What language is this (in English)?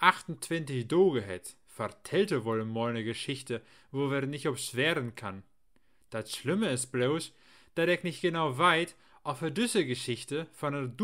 Low German